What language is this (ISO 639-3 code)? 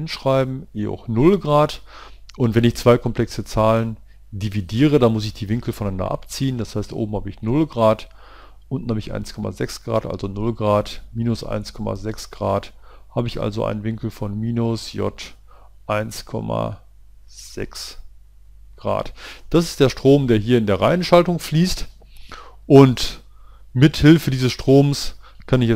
deu